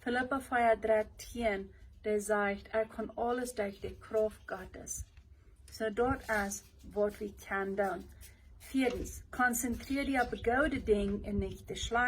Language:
Plautdietsch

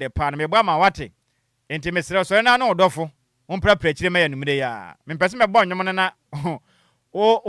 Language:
Akan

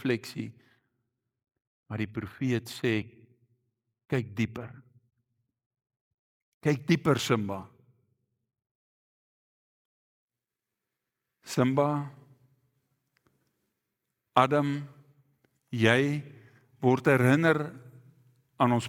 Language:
Afrikaans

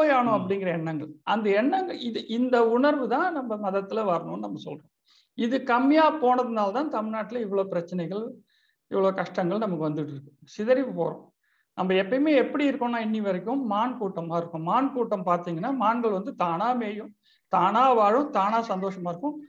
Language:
Tamil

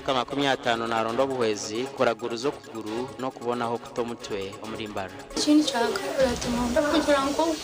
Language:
Nyankole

